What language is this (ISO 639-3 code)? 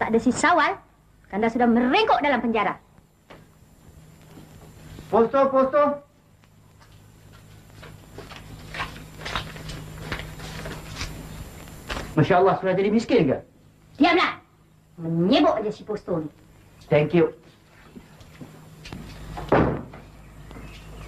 msa